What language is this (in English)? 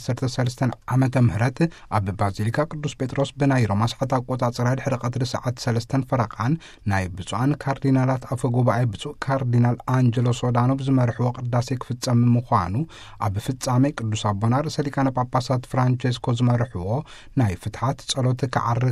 Tigrinya